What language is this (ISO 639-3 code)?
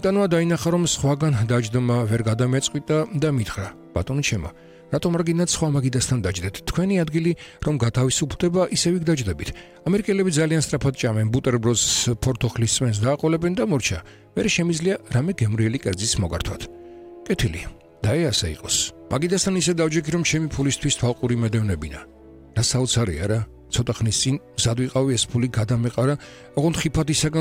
kat